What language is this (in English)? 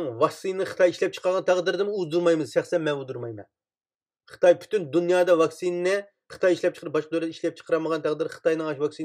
Uyghur